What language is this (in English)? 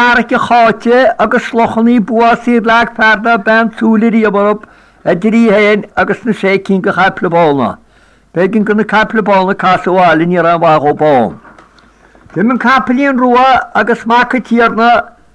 Irish